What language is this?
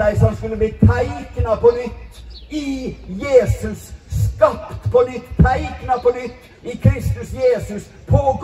Norwegian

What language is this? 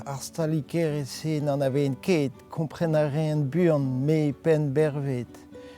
Breton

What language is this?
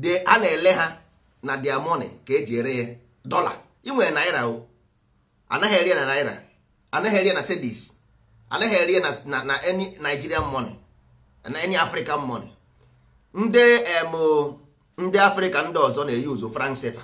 Igbo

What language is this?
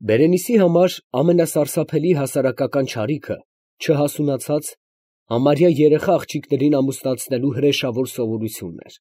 Armenian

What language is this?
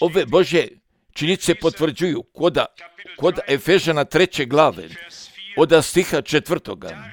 Croatian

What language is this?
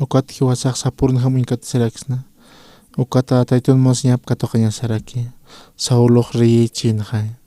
Aymara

